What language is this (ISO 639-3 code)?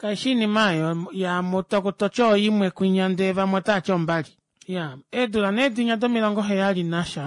kua